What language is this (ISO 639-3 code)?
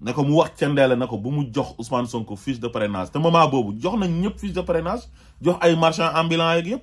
wol